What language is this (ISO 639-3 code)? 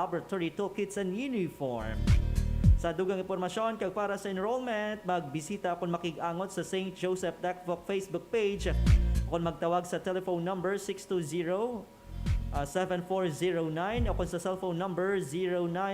hil